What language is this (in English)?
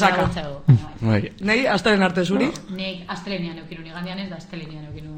Basque